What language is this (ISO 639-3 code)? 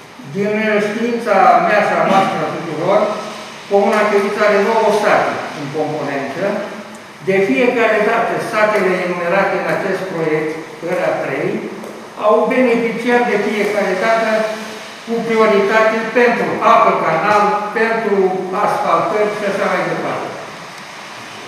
ron